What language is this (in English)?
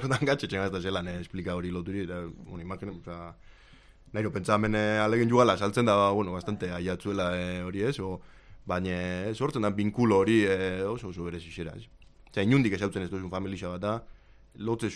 Basque